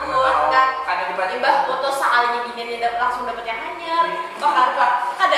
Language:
Banjar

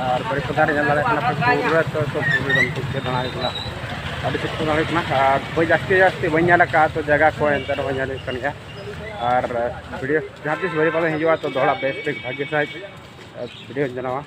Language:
Santali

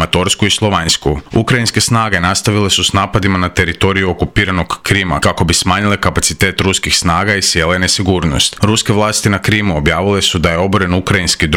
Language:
Croatian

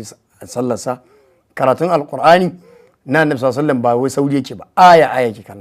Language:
Hausa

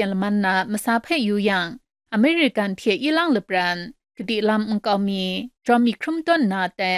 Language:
Kachin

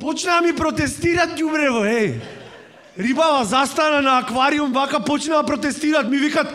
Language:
Macedonian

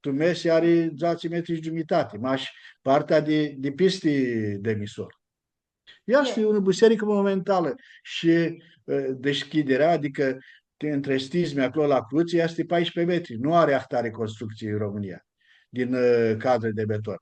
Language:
Aromanian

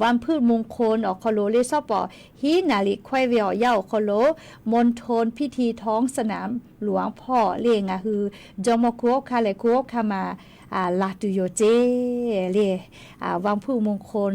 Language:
Lahu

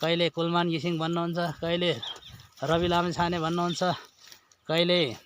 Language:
Nepali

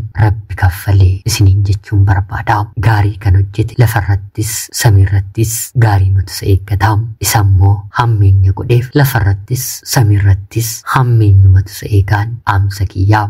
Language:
Oromo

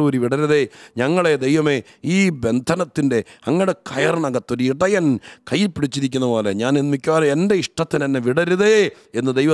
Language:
Malayalam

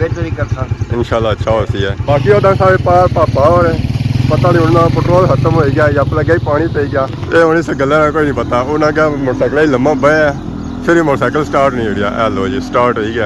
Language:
Pahari-Potwari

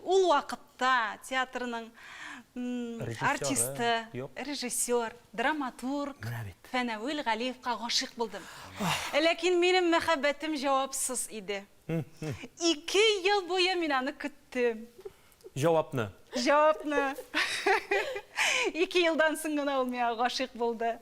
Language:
Tatar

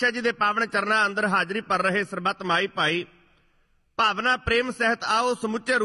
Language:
Punjabi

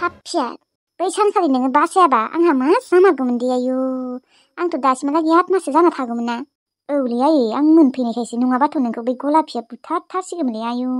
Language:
Bodo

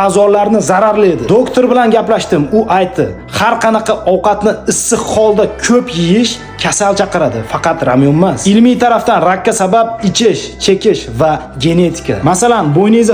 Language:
Uzbek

